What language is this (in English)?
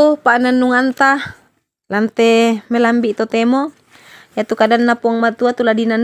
Toraja-Sa'dan